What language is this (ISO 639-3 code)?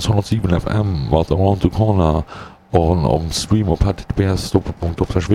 ltz